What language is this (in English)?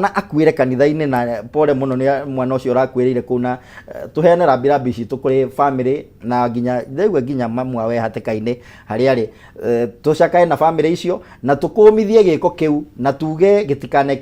Kikuyu